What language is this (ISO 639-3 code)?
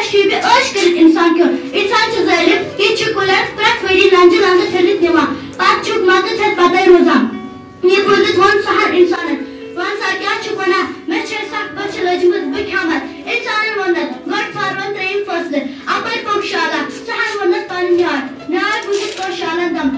kas